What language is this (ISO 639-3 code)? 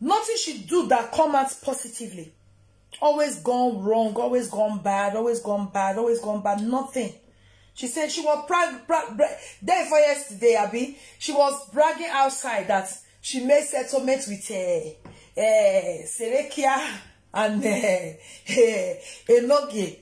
pcm